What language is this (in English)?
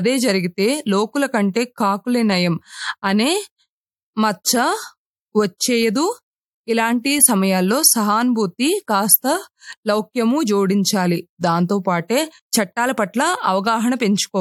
Telugu